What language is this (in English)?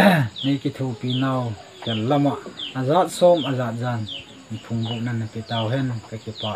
Thado Chin